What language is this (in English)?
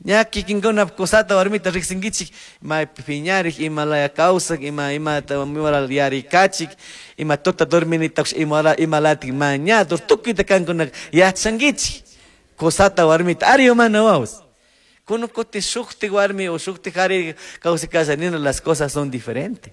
Chimborazo Highland Quichua